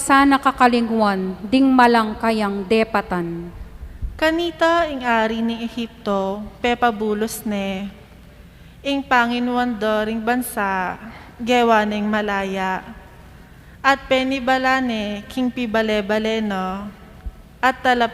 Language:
Pampanga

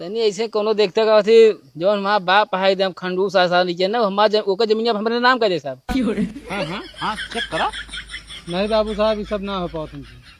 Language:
Awadhi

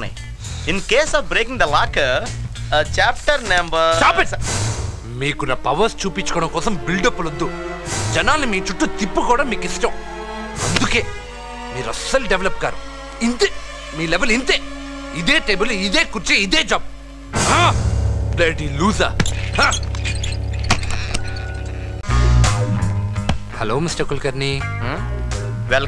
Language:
Telugu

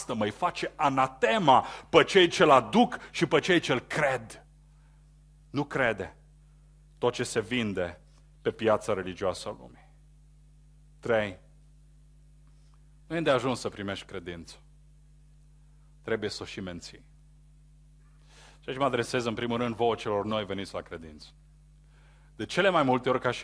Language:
Romanian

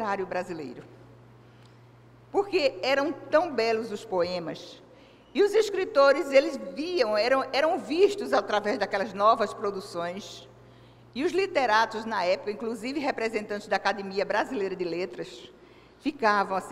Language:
Portuguese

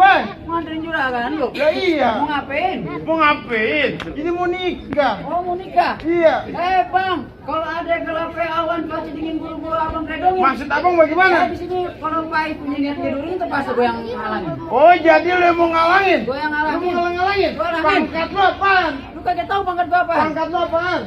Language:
Betawi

